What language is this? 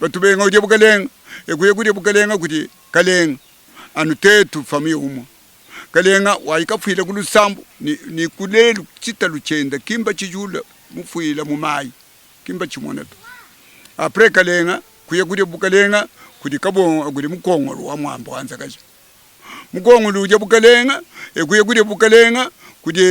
Luba-Lulua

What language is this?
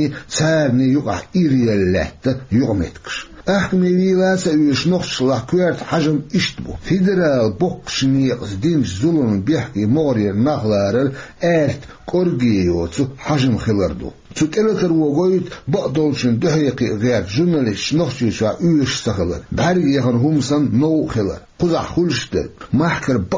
Chechen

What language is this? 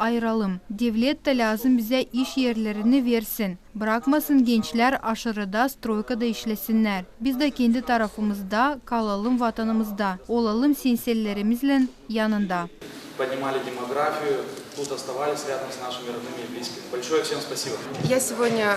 Gagauz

